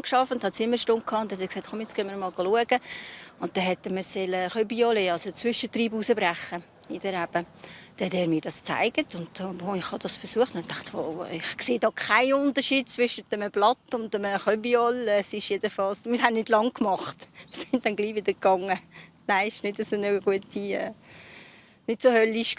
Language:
Swiss German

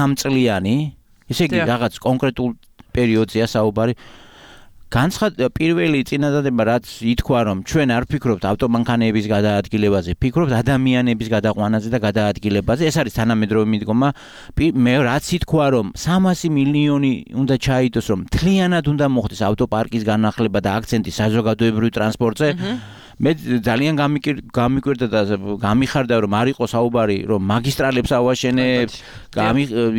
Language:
Georgian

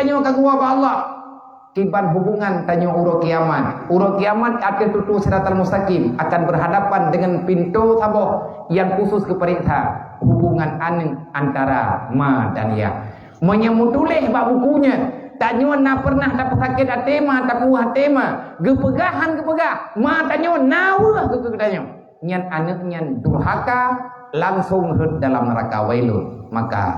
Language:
Achinese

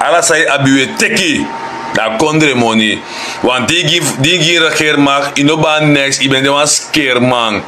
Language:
Sranan Tongo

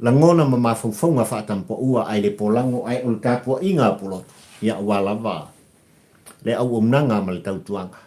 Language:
Samoan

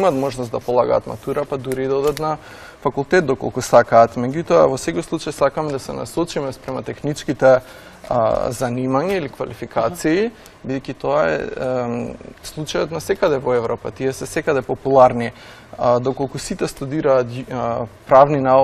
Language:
Macedonian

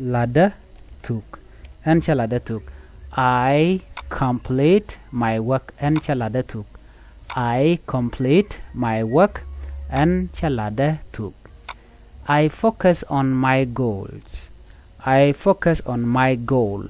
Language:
Nuer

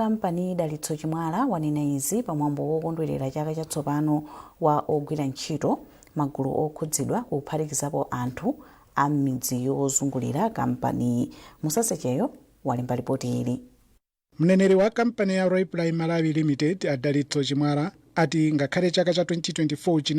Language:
Nyanja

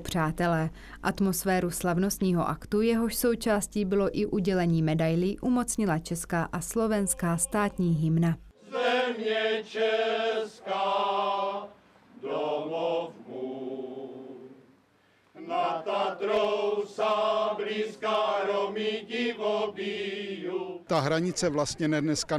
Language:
Czech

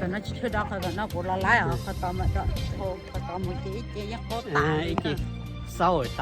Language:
Hmong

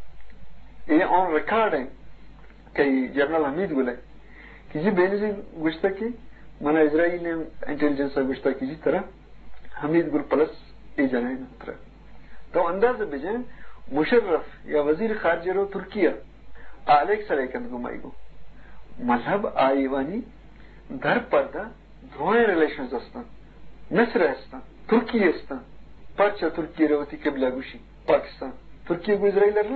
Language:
Eastern Balochi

